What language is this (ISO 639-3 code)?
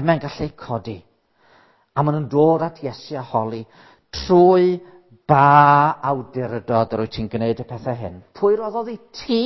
cym